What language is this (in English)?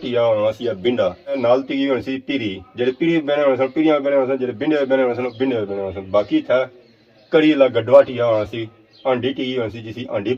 Pahari-Potwari